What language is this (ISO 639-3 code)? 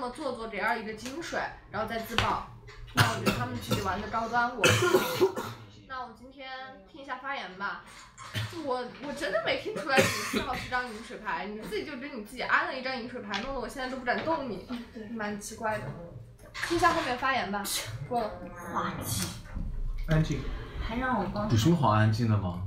zho